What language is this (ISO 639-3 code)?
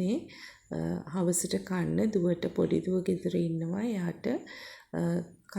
sin